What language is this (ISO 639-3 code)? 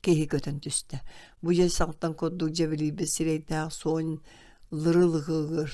sah